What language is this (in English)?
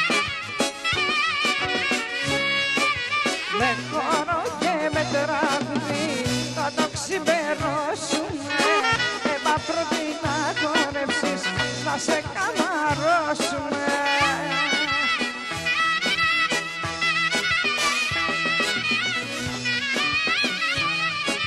Greek